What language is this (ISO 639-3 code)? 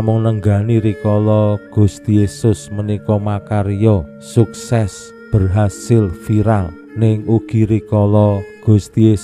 jav